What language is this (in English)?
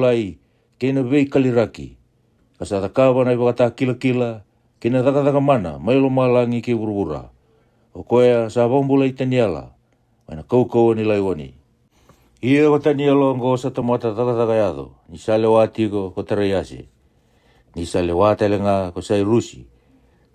Fijian